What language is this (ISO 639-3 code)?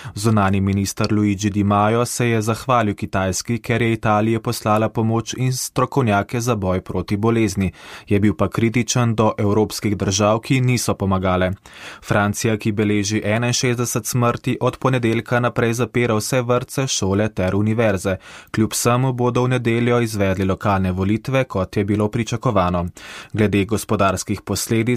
slv